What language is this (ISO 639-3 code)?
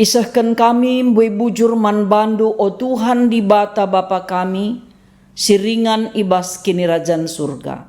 btx